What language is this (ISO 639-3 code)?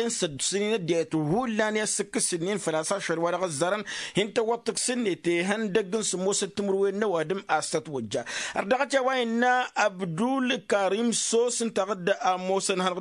taq